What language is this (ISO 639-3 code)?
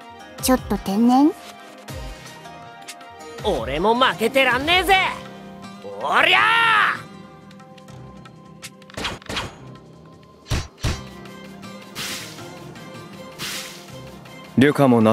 jpn